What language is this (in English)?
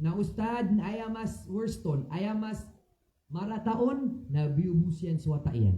Maranao